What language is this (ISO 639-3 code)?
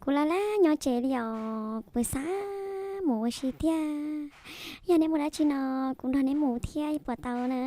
hmn